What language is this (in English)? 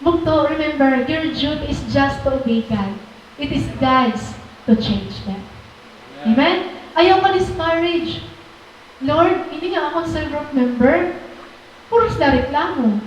Waray